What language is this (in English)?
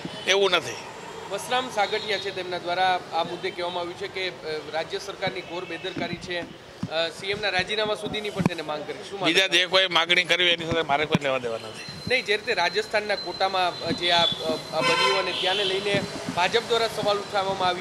Gujarati